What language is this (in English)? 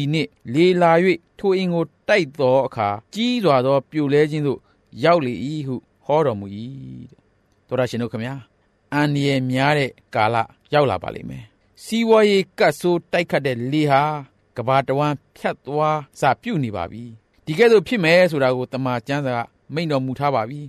Burmese